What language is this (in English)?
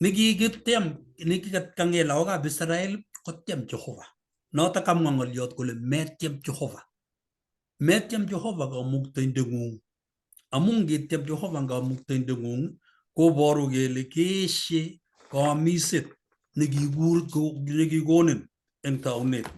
Kalenjin